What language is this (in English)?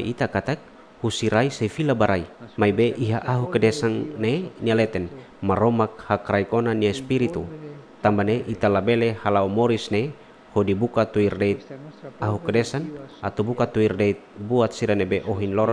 Tetum